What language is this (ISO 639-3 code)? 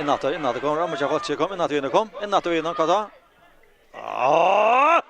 fao